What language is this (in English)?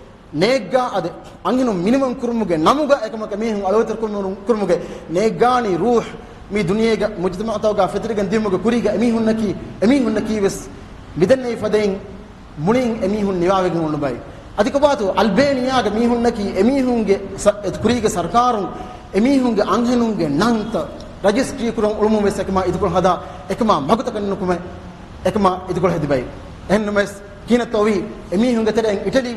Divehi